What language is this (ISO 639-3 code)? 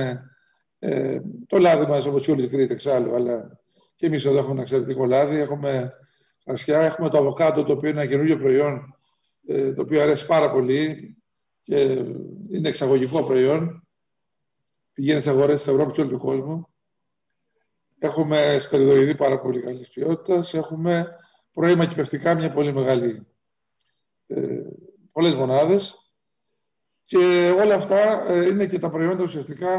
ell